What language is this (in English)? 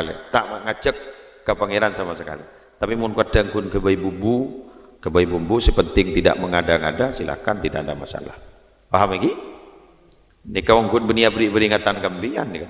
Madurese